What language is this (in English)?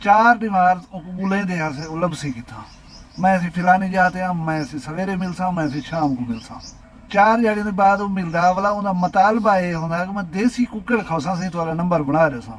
Saraiki